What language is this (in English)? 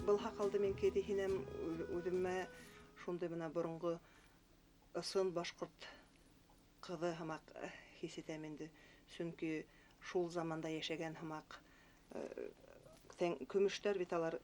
Bashkir